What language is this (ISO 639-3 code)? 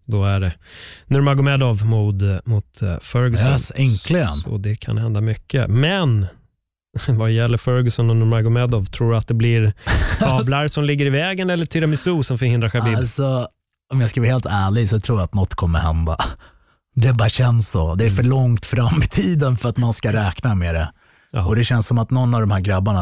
swe